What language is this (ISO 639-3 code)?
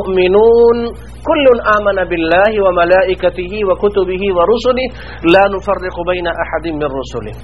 urd